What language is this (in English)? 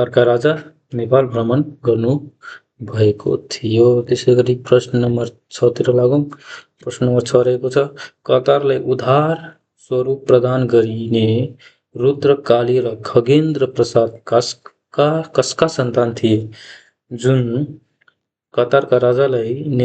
Nepali